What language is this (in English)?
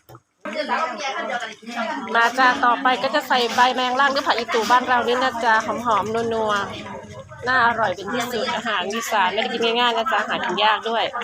Lao